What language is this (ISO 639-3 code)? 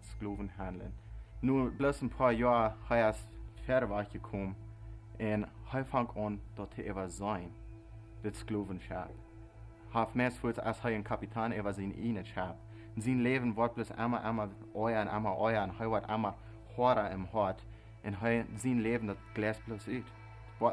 pdt